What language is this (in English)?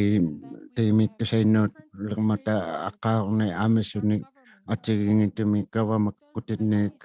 Inuktitut